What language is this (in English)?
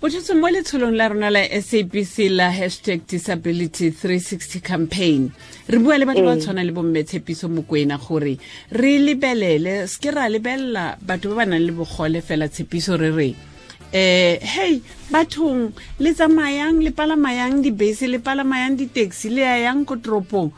Tswana